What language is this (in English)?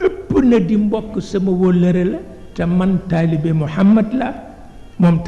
Wolof